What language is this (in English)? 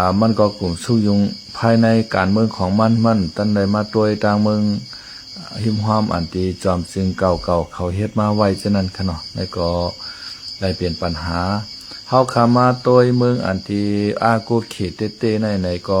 Shan